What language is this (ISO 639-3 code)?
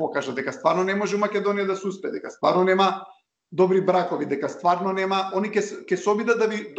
mkd